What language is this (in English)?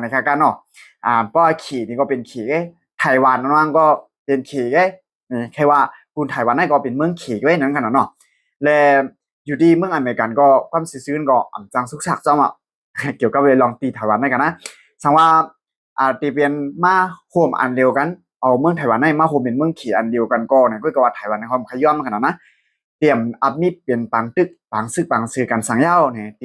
Shan